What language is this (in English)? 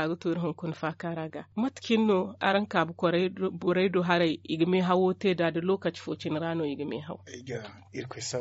Zarma